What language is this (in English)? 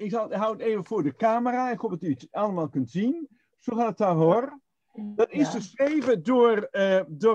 Dutch